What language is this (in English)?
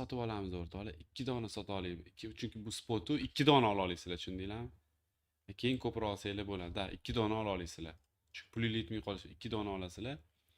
Uzbek